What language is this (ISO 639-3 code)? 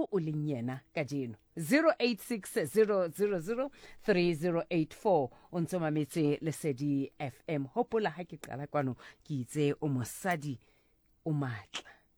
sot